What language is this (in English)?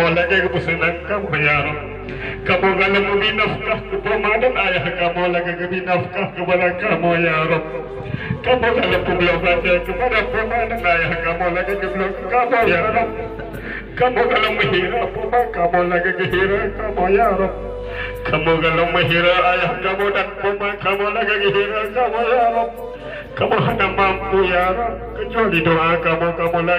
Achinese